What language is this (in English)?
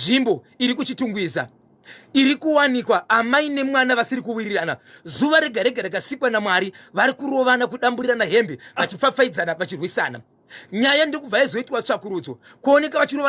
Shona